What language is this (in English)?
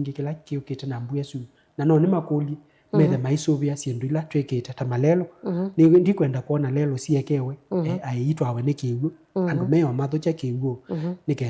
Kamba